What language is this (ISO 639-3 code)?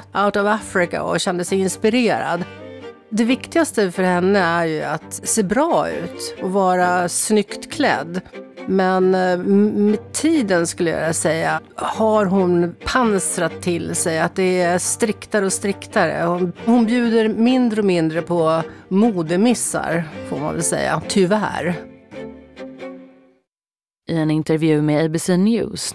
swe